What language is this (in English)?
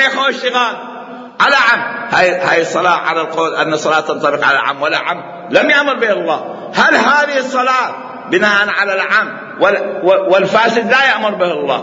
Mesopotamian Arabic